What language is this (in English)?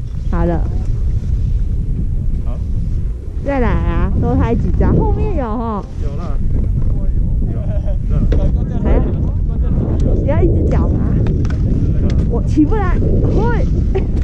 Chinese